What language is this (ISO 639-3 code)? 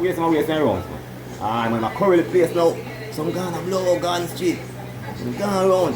jam